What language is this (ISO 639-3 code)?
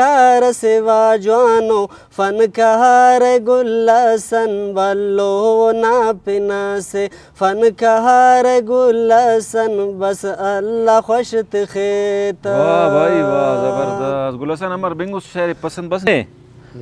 brh